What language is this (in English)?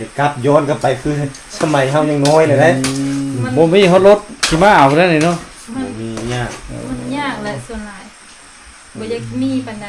Lao